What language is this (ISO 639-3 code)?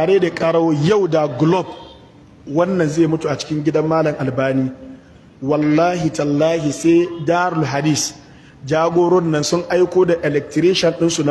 hau